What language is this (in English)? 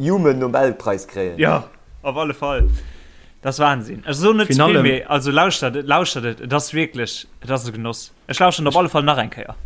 Luxembourgish